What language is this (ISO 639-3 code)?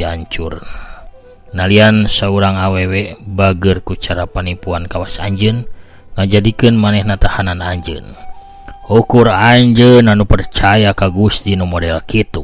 sun